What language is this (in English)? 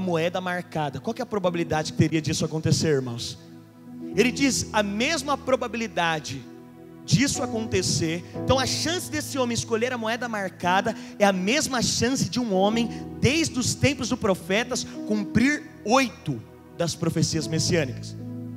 Portuguese